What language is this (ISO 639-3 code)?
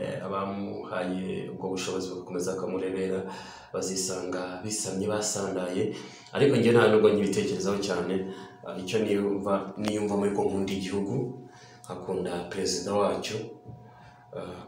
kin